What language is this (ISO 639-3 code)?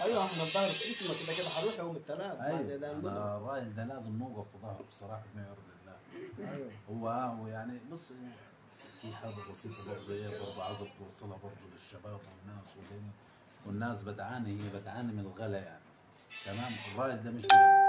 arz